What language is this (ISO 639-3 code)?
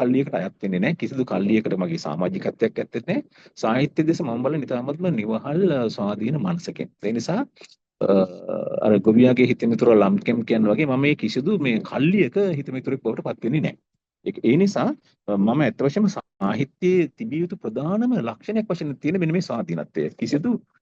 sin